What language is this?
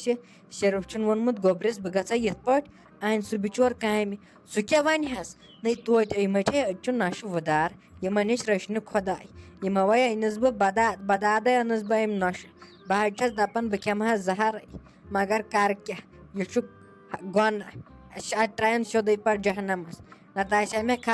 Kashmiri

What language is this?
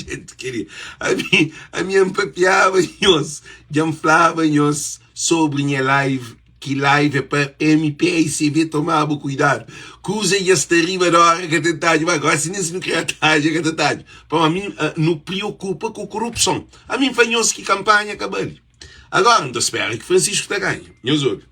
Kabuverdianu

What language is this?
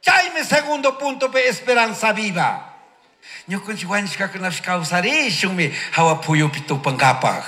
Chimborazo Highland Quichua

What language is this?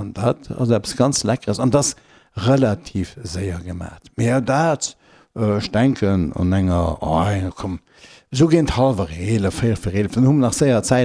Luxembourgish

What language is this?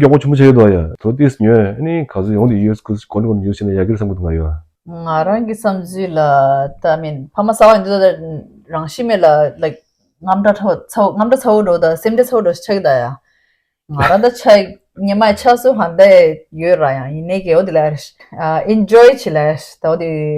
Tibetan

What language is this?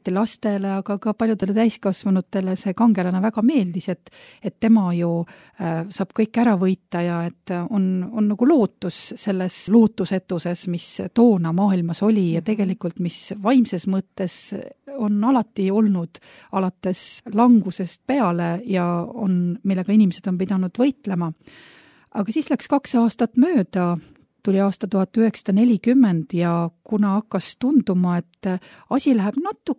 Estonian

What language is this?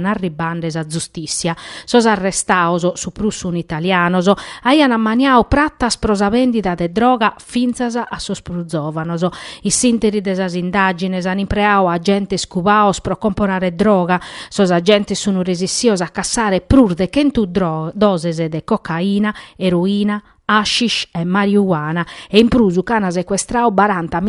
Sardinian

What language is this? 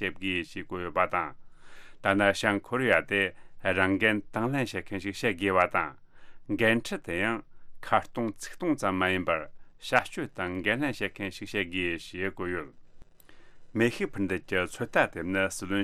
Tibetan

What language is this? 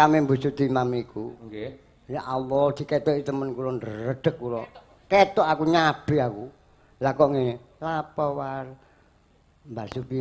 Javanese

